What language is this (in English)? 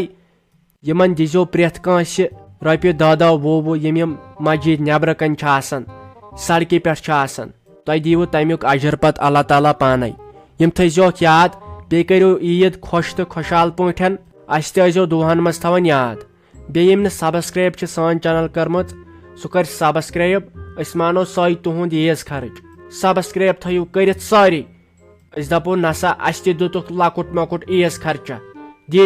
Kashmiri